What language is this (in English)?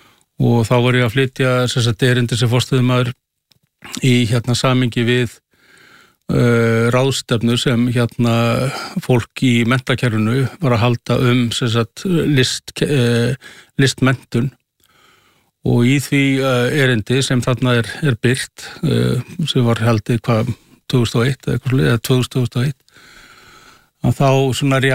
Icelandic